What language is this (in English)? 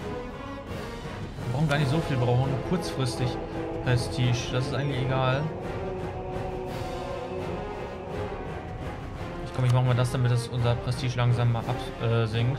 German